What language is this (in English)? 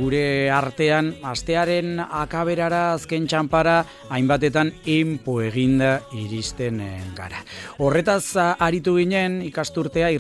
Basque